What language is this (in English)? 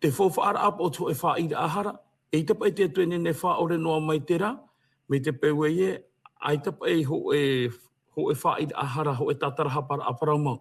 Tahitian